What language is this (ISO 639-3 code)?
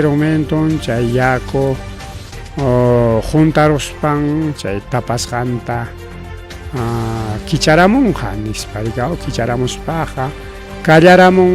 quy